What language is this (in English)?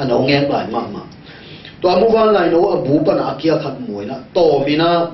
Tedim Chin